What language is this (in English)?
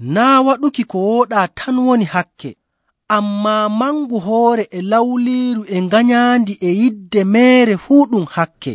Nigerian Fulfulde